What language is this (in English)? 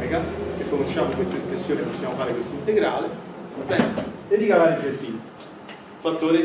Italian